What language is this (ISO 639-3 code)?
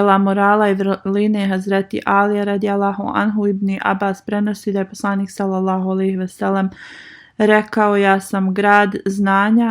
bos